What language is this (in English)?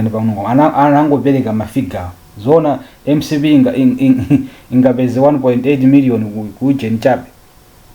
Nyanja